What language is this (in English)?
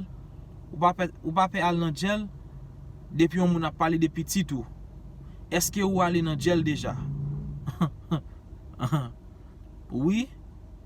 Haitian Creole